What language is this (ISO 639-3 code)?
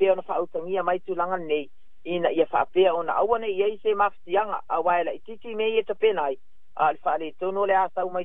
smo